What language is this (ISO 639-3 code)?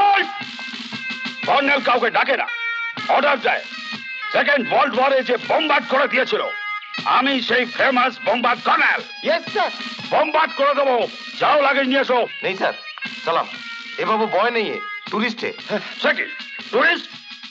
ben